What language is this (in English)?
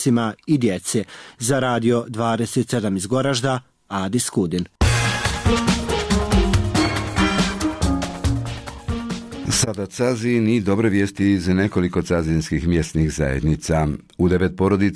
Bosnian